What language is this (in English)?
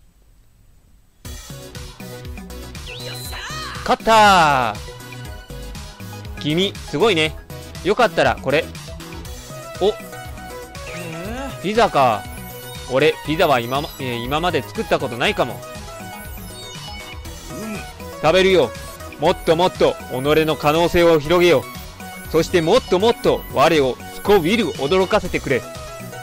Japanese